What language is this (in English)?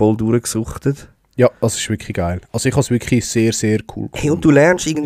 Swiss German